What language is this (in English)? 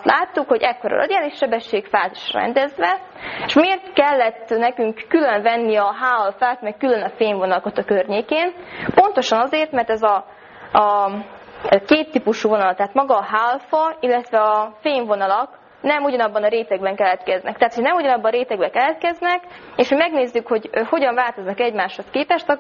Hungarian